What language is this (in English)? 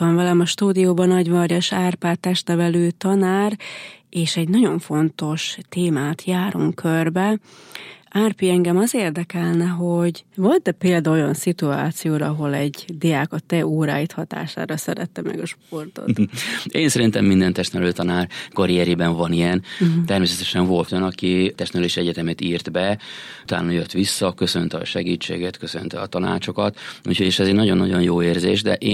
Hungarian